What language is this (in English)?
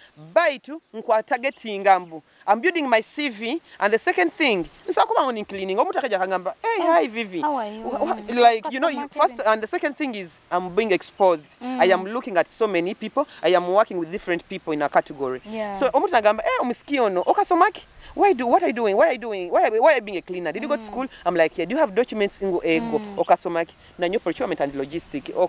Nyoro